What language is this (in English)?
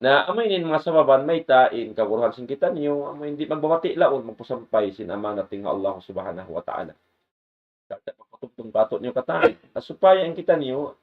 Tausug